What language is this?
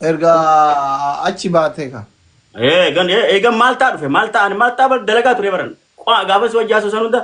Oromo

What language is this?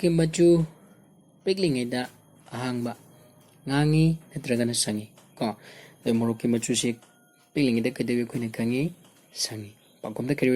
Manipuri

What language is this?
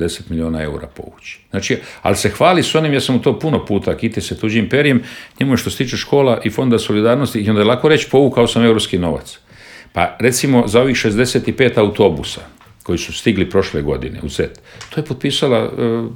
Croatian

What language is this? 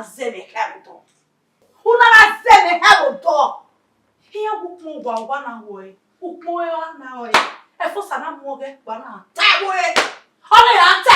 Bini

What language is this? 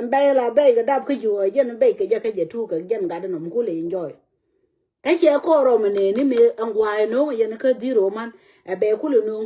Nuer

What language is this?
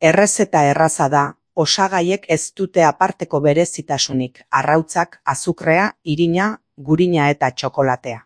Basque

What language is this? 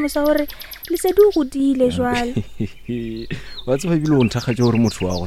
Northern Sotho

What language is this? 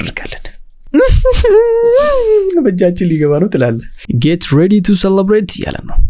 Amharic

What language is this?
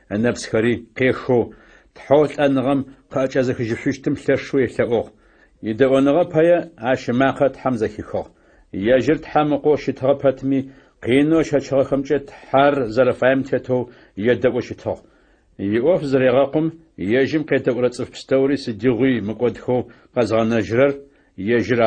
Adyghe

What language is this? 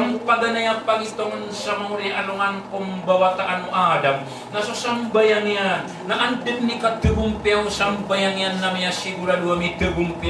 Maranao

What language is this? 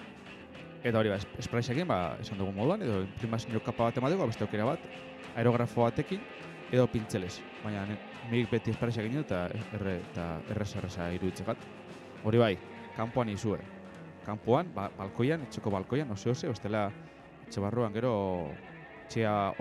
Basque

